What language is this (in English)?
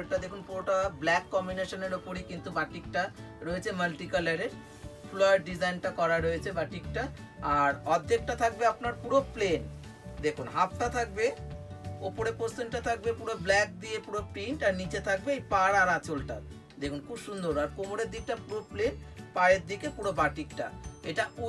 Bangla